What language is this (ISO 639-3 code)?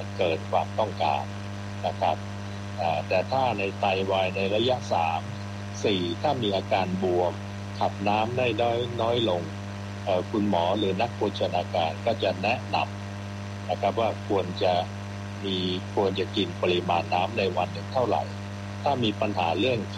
tha